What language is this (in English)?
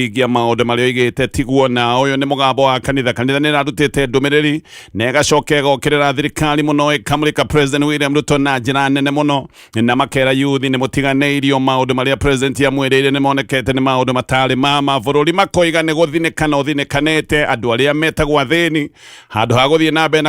Kikuyu